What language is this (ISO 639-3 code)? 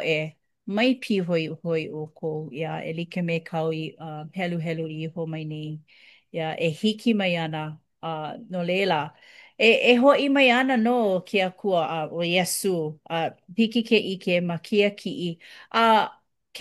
haw